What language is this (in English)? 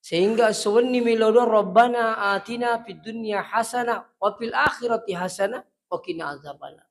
Buginese